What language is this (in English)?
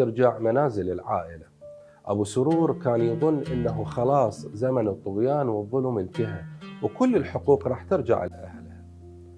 Mesopotamian Arabic